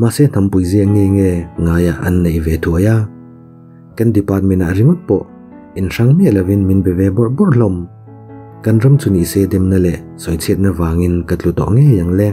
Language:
Mizo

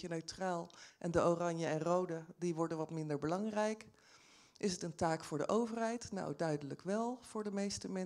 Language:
Dutch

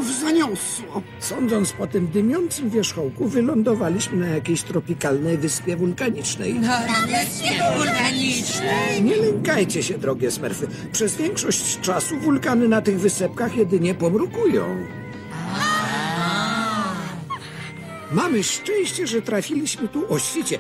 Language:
Polish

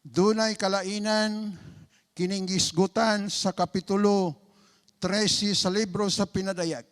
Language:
Cebuano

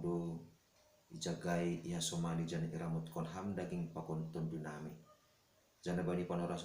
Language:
Batak Simalungun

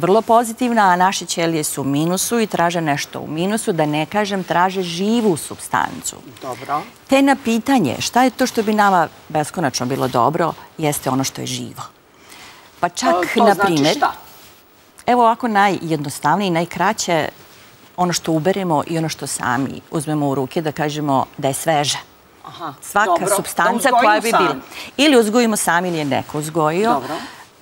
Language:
Serbian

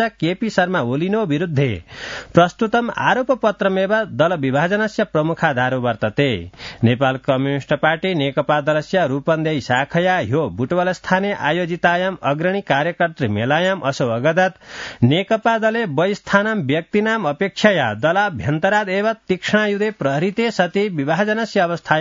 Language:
Sanskrit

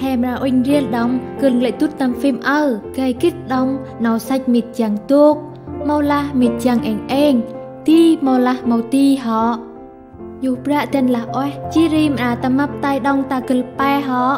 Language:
Central Mnong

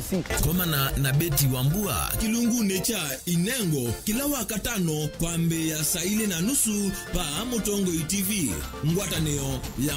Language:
Kamba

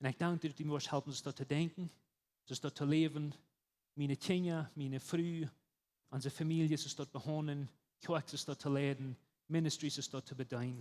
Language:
Plautdietsch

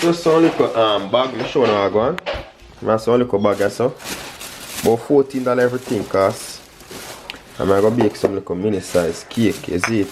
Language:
Jamaican Creole English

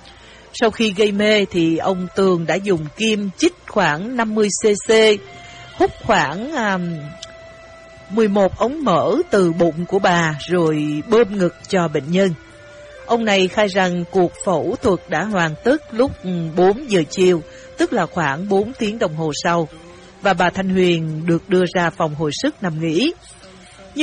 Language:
Vietnamese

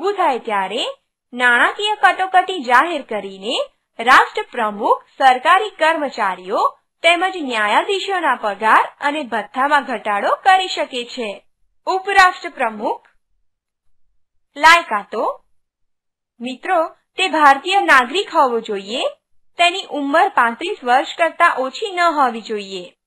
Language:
Gujarati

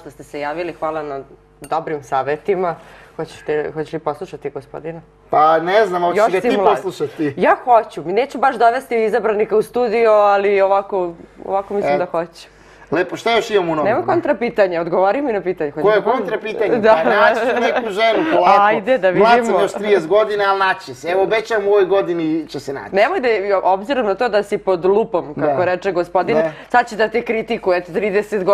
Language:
Serbian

